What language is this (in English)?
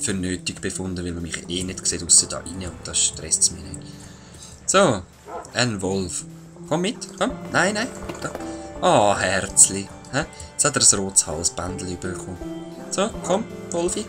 Swiss German